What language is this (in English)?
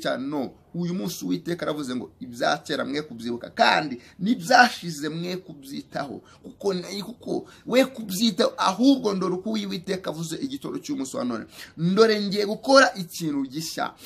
Kinyarwanda